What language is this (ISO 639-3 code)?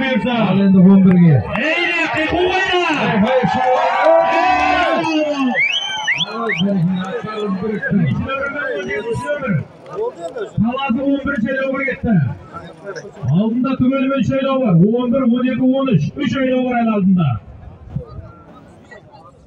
kaz